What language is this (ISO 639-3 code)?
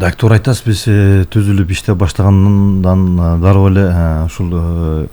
kir